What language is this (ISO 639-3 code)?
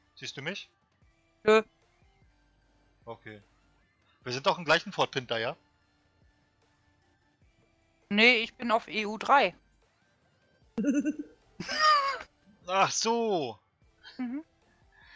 deu